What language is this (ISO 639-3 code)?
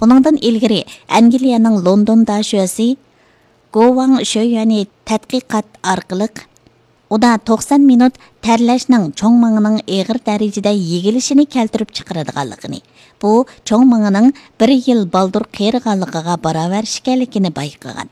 uig